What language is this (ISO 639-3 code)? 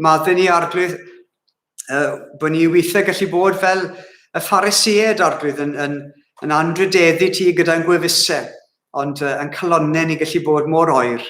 cym